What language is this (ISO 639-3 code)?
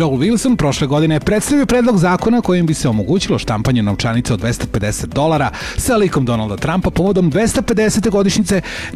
srp